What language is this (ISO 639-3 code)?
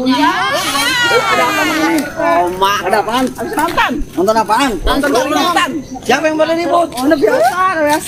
bew